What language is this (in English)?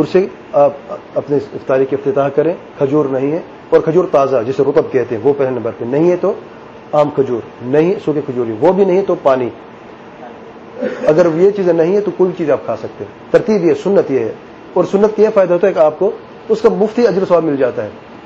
Urdu